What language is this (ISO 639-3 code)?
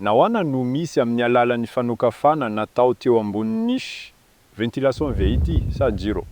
mlg